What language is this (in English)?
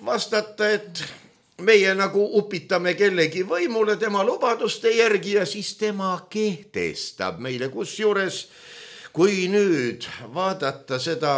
Estonian